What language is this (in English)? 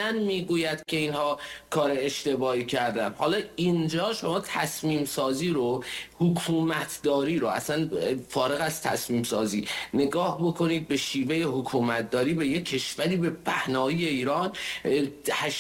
Persian